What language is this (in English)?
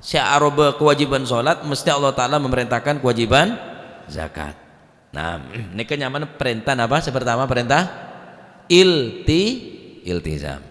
Madurese